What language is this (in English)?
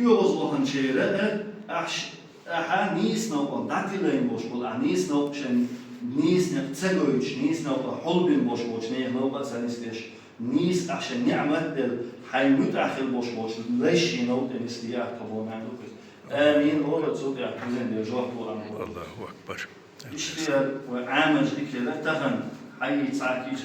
Chechen